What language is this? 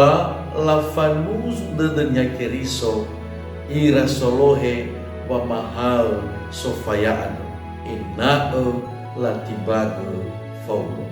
Nias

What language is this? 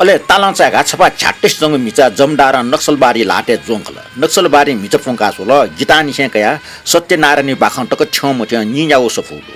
Newari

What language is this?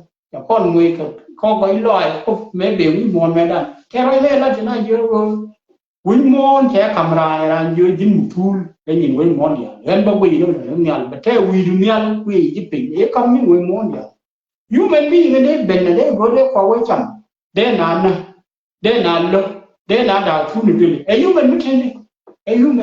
Nuer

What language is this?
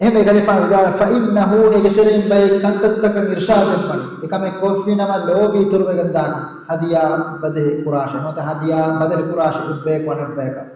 Divehi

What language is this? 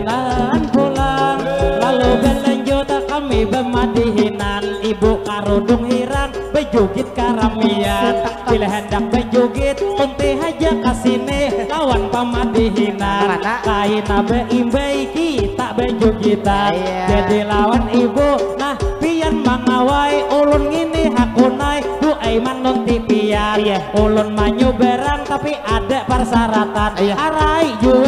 Banjar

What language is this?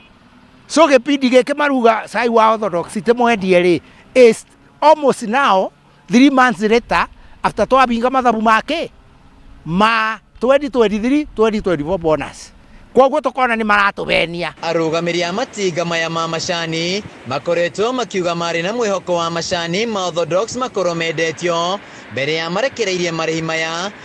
Kikuyu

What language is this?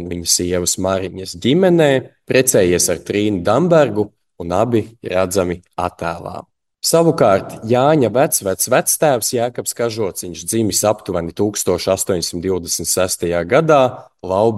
Latvian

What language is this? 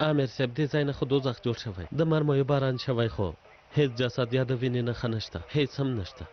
Pashto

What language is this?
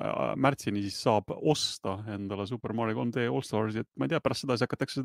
Estonian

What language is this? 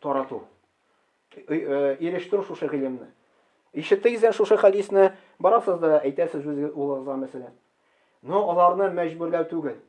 Tatar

